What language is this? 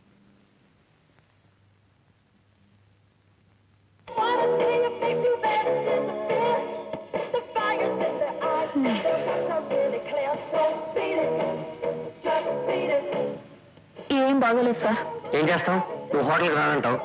Telugu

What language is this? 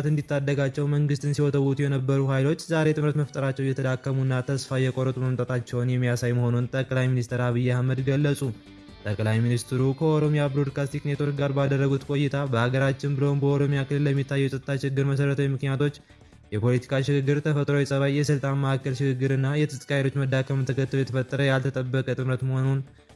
Amharic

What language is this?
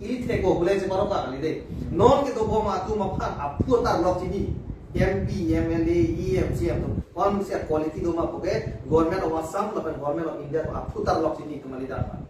Karbi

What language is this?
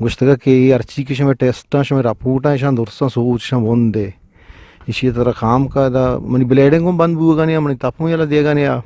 Eastern Balochi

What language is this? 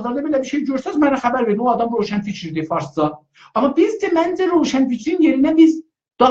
South Azerbaijani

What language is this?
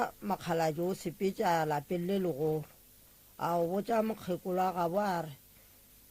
Northern Sotho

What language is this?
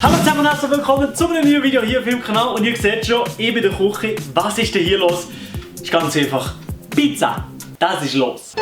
Swiss German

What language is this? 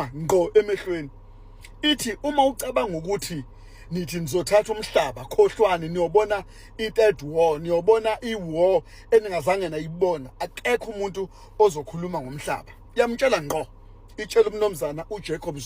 Zulu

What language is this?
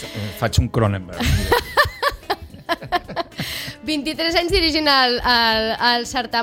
Catalan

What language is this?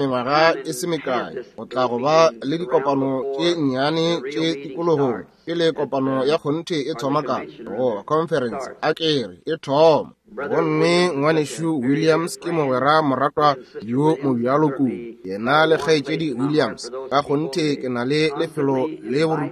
Northern Sotho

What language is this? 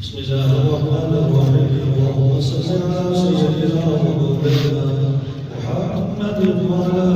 Pahari-Potwari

